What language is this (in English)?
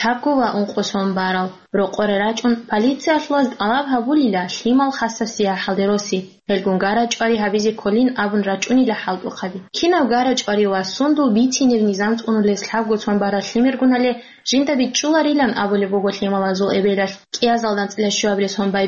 Avaric